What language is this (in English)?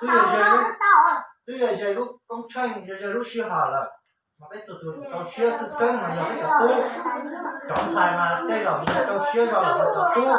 Hmong